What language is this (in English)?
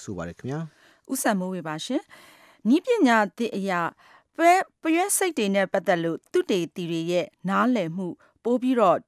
Burmese